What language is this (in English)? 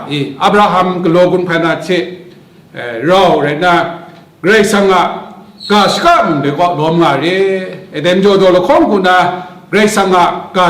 Kachin